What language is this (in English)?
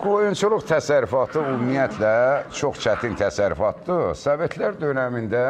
Azerbaijani